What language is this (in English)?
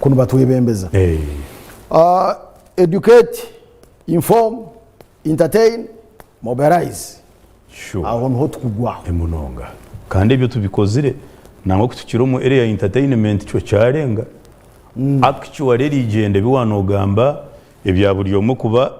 Nyankole